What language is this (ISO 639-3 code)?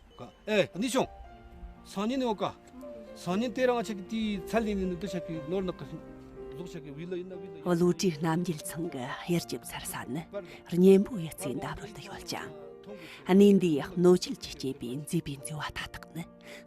bod